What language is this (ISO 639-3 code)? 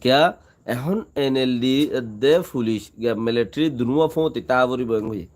rhg